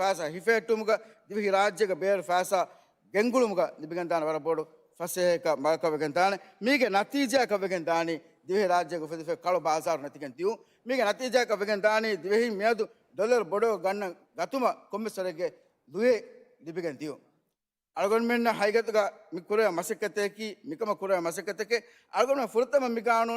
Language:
Divehi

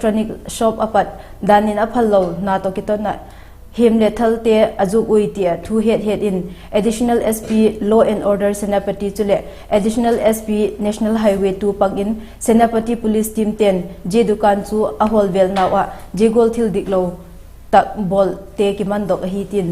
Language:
Vaiphei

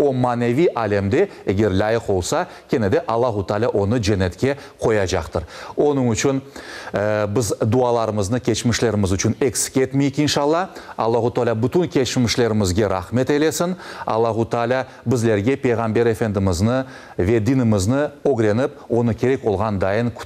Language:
Crimean Tatar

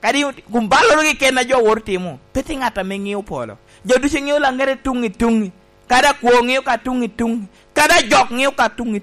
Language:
Lango (Uganda)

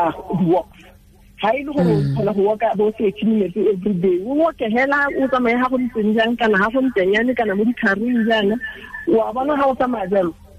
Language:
Tswana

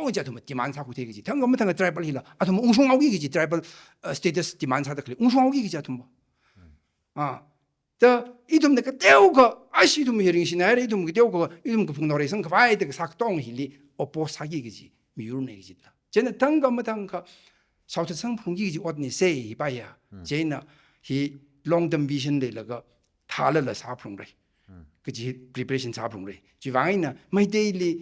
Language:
Tangkhul Naga (India)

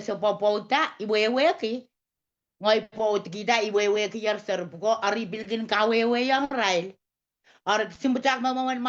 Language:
Pohnpeian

